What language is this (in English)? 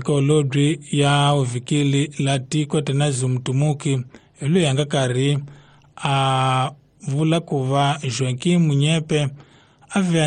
Tsonga